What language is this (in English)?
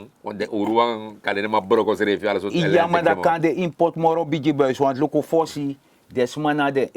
Sranan Tongo